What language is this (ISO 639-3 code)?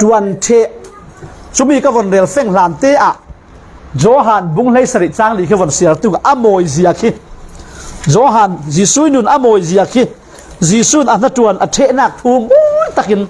cfm